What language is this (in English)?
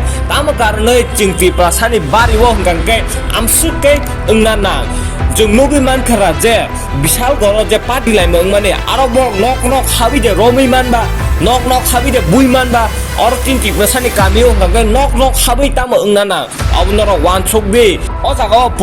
Kok Borok